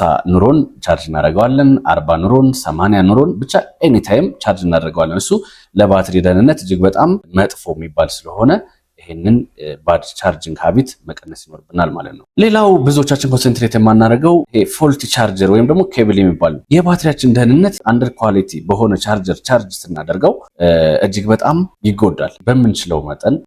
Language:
Amharic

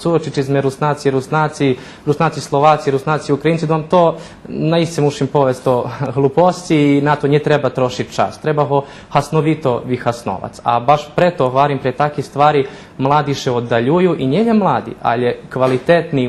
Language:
Rusyn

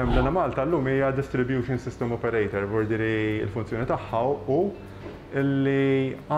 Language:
Maltese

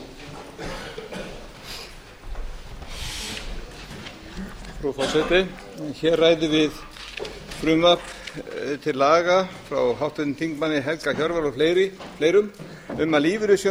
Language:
Icelandic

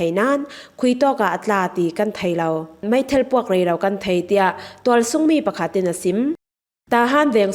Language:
Falam Chin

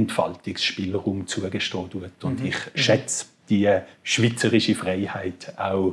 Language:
Swiss German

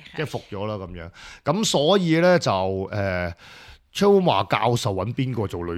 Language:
Cantonese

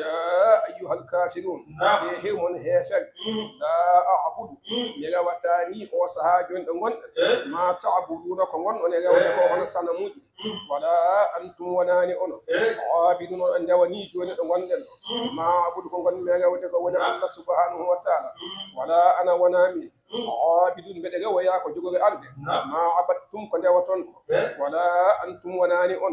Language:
Fula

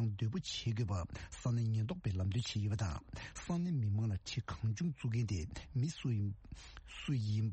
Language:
Tibetan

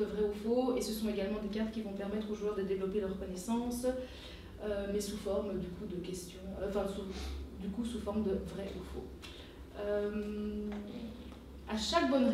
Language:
French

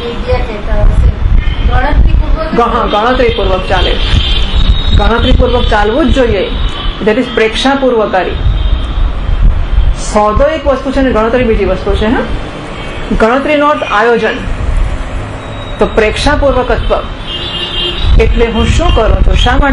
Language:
Gujarati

